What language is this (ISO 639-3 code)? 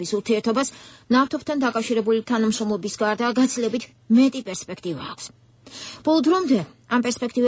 kat